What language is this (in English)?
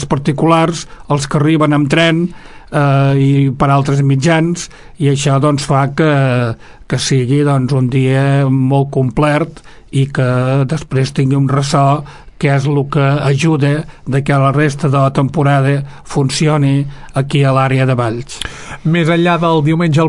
Catalan